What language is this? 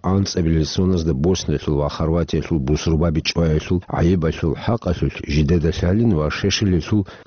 Avaric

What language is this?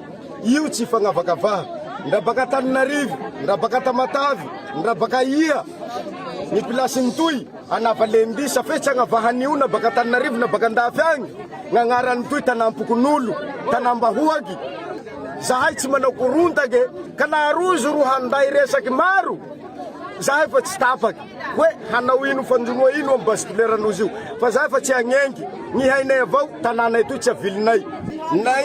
Malagasy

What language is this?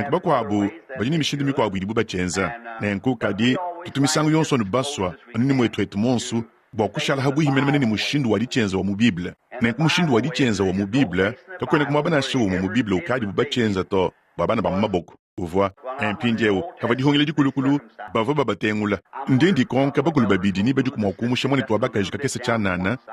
Luba-Lulua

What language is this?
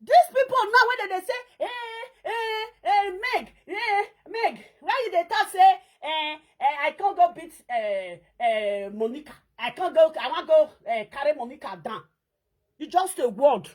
Nigerian Pidgin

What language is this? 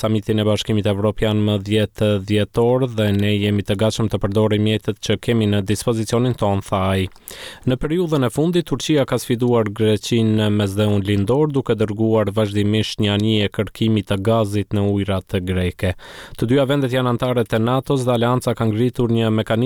Albanian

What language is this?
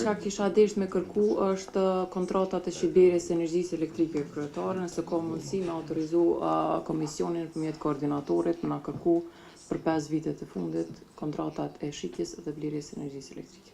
Albanian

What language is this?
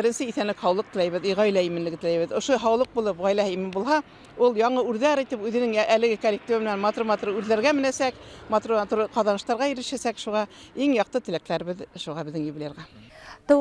Bashkir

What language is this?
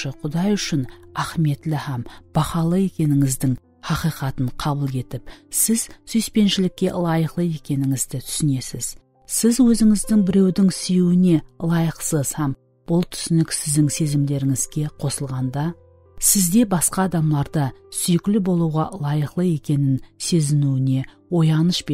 Kara-Kalpak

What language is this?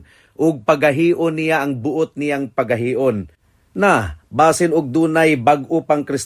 Cebuano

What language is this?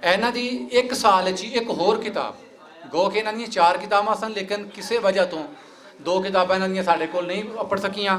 Western Panjabi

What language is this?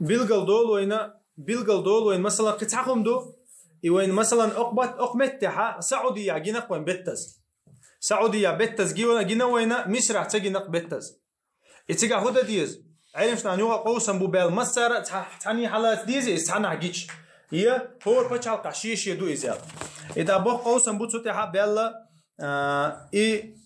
Chechen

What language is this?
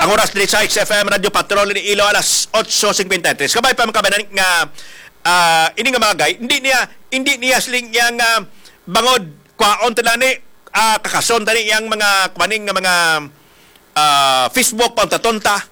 Hiligaynon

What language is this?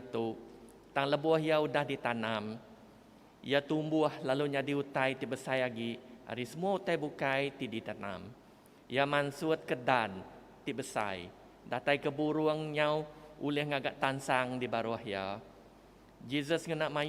Iban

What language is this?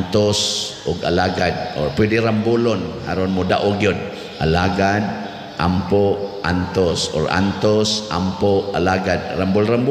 Cebuano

